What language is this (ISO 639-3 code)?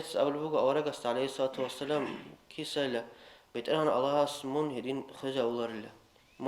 ava